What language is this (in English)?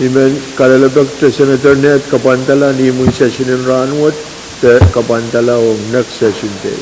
Pohnpeian